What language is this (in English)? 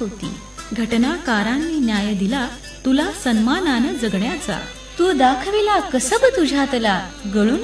Marathi